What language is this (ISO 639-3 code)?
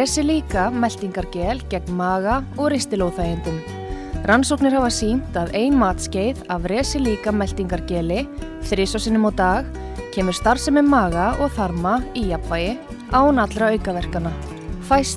isl